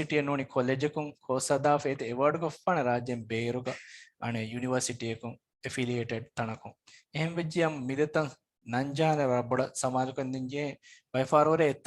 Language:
Divehi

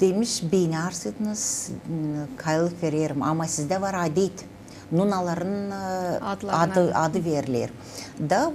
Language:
Gagauz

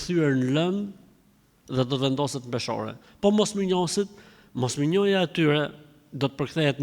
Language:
Albanian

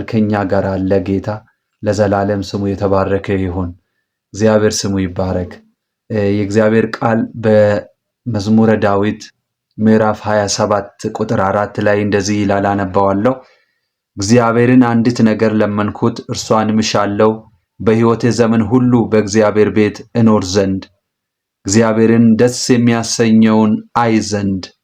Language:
Amharic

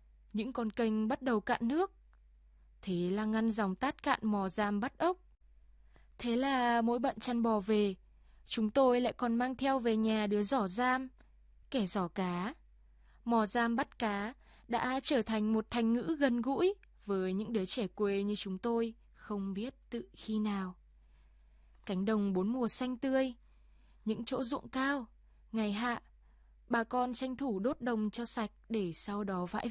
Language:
Vietnamese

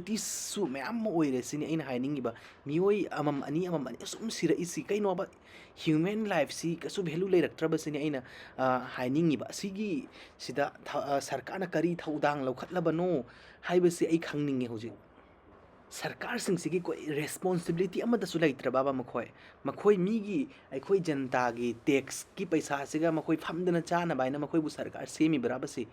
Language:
Manipuri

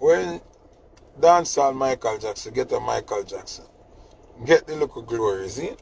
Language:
Jamaican Creole English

